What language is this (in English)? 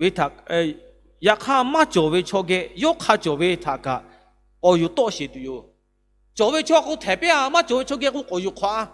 Lahu